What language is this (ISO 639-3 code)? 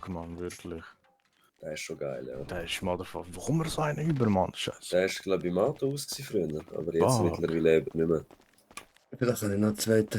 gsw